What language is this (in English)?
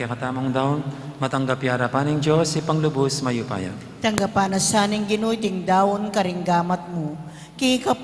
Pampanga